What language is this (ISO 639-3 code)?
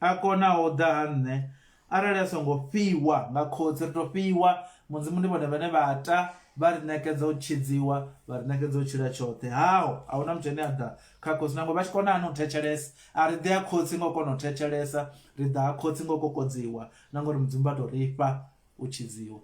ven